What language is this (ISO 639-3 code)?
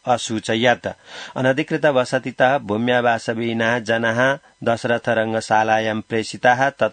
san